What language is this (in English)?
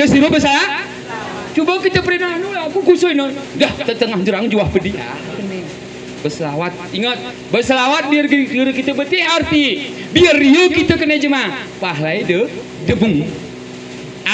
Gayo